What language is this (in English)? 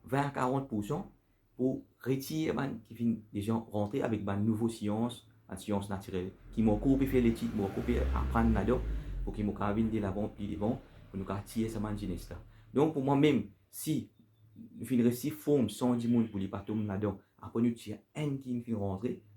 Morisyen